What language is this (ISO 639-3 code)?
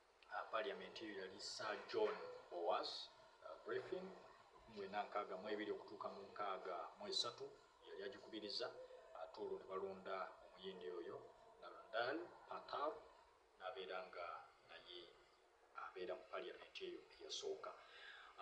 lug